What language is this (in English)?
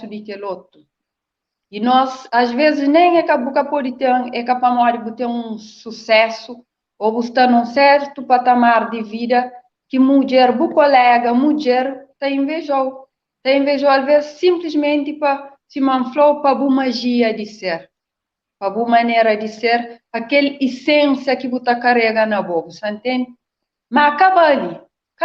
Kabuverdianu